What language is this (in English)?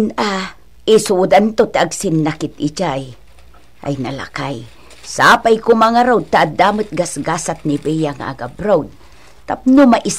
Iloko